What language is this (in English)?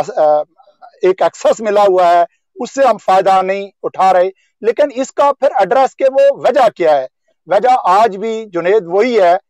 Urdu